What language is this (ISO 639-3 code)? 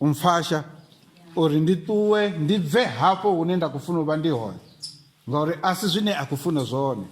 ven